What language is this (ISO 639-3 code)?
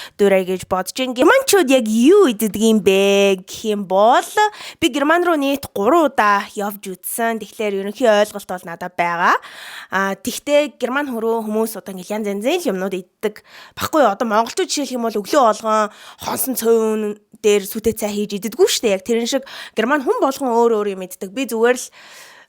mon